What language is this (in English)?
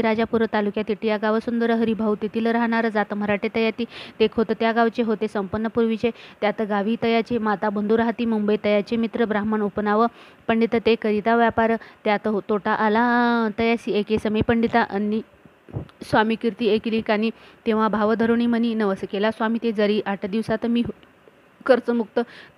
Marathi